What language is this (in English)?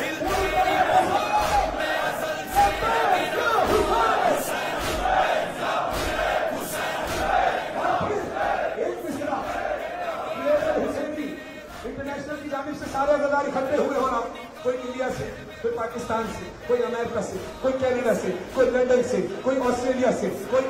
Urdu